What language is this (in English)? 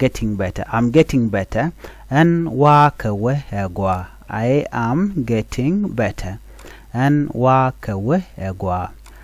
Nuer